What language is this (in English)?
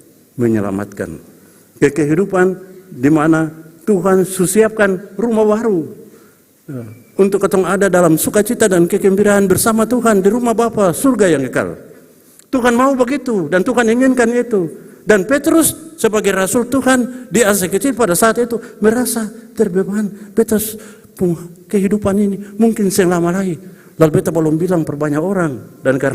Ambonese Malay